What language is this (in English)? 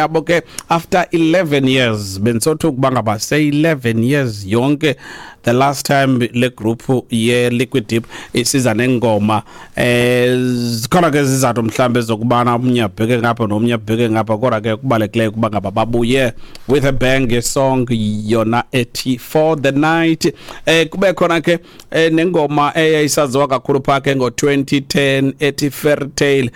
Xhosa